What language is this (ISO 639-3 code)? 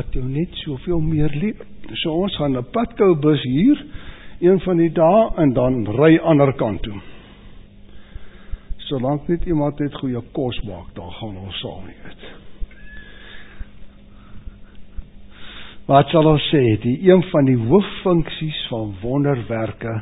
afr